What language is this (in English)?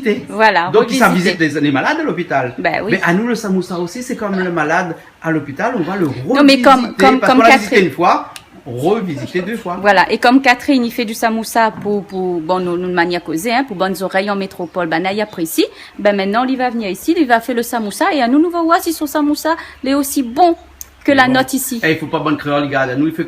Réunion Creole French